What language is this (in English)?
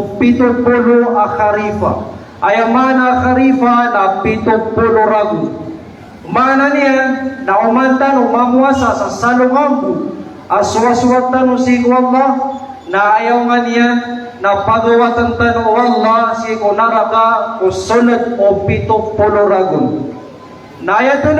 Maranao